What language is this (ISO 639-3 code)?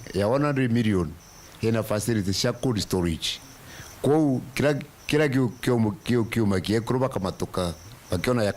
mer